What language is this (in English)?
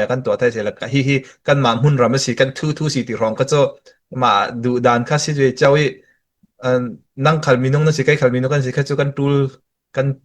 Falam Chin